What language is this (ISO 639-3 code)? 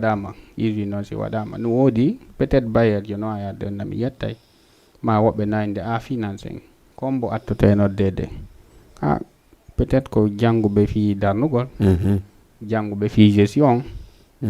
ful